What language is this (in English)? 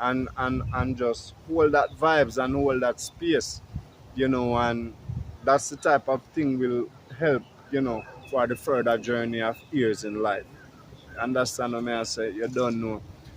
Jamaican Creole English